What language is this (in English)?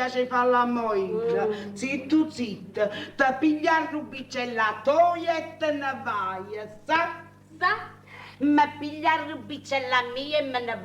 Neapolitan